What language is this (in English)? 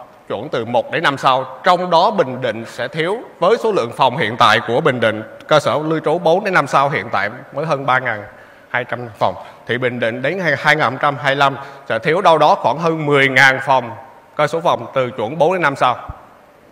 Vietnamese